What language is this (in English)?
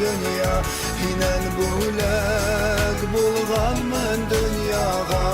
Bashkir